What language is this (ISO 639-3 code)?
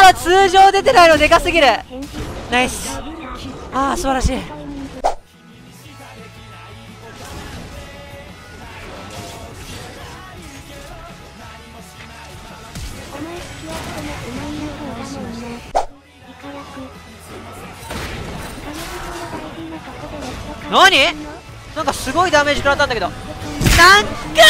jpn